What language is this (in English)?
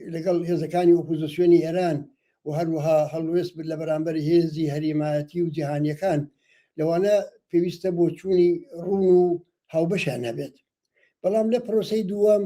Central Kurdish